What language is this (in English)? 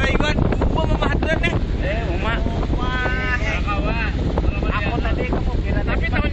Banjar